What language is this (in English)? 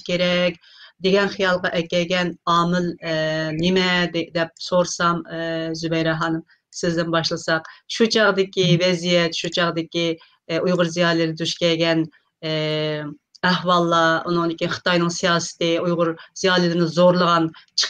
Uyghur